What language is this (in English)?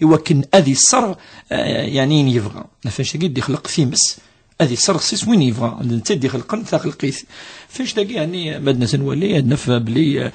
Kabyle